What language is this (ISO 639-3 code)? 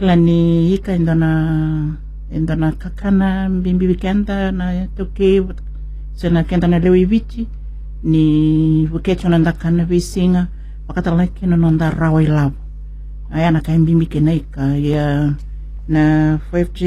fij